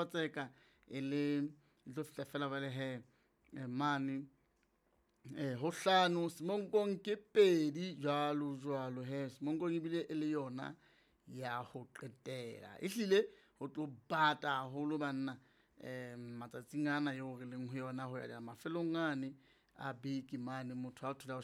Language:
Southern Sotho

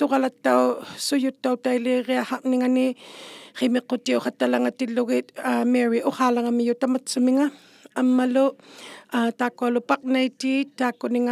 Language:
Inuktitut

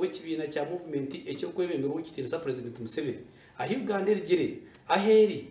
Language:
Nyankole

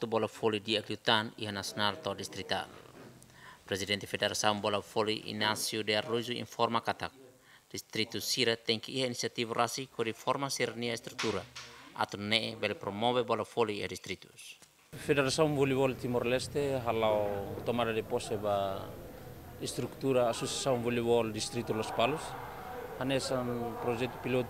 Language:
Tetum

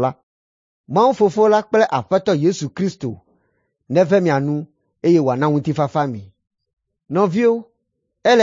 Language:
Ewe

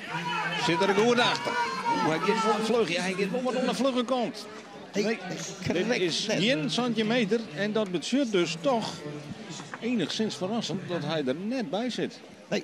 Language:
Western Frisian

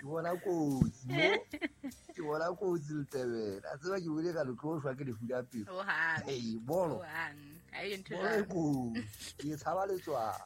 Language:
Southern Sotho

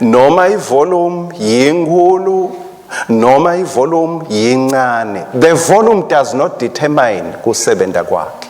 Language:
Swati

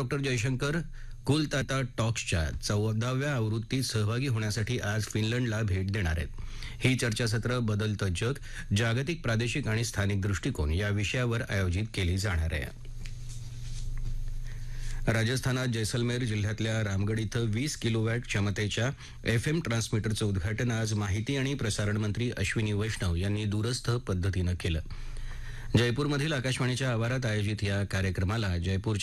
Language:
Marathi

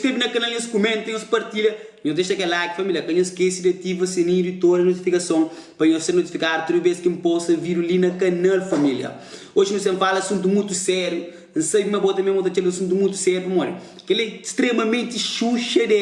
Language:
Kabuverdianu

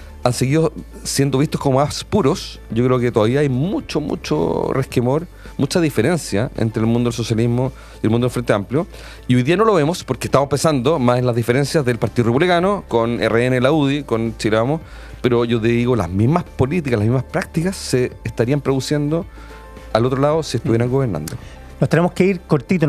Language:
Spanish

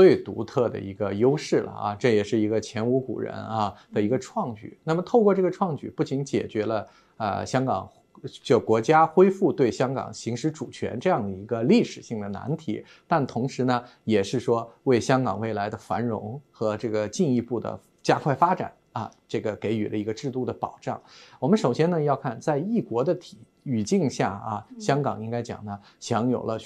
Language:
Chinese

